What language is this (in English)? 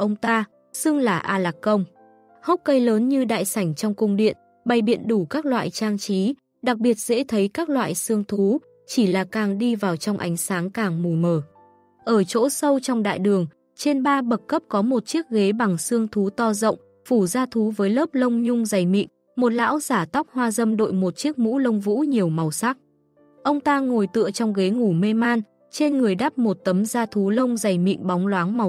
Vietnamese